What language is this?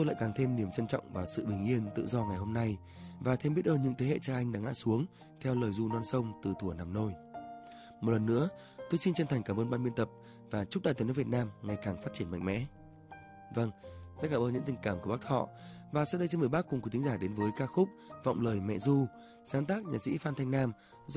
Vietnamese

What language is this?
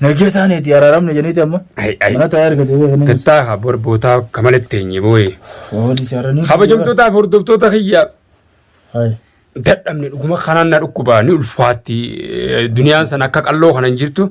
Oromo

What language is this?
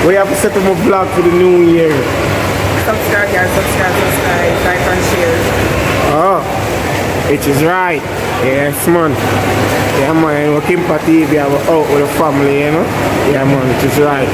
Jamaican Creole English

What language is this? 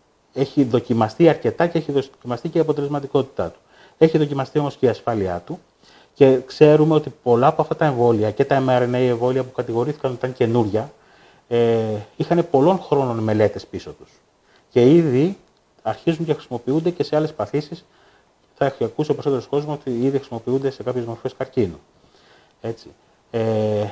Greek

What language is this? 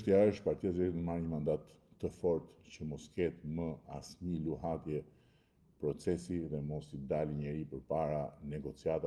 Albanian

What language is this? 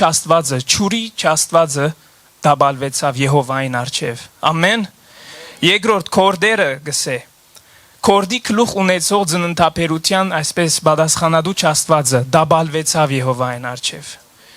Western Armenian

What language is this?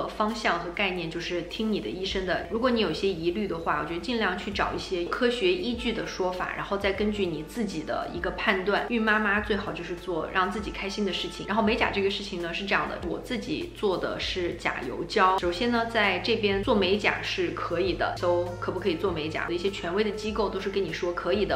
Chinese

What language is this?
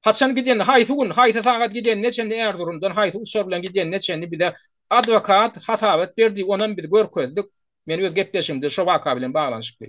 Turkmen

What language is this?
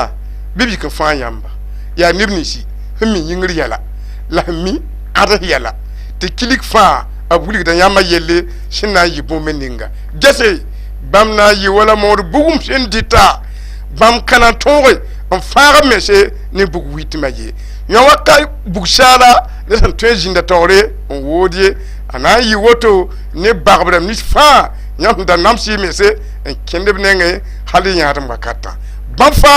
Mossi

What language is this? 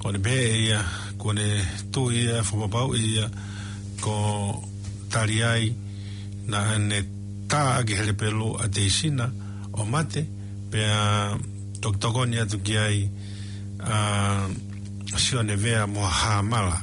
Tongan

